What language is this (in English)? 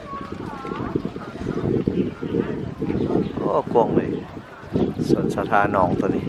Lao